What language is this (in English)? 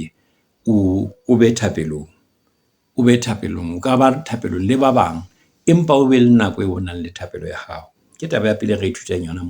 Southern Sotho